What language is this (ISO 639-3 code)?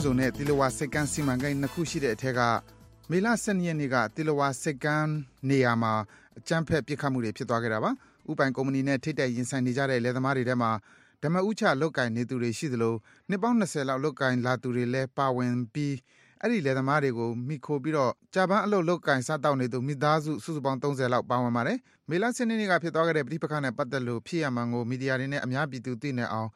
mya